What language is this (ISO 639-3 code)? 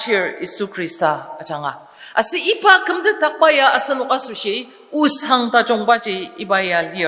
njo